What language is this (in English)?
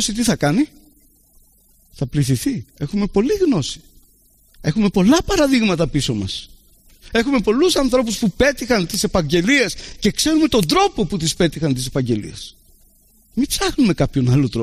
Greek